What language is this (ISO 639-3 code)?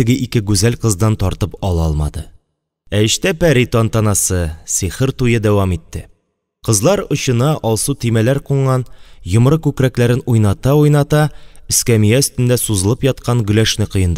tat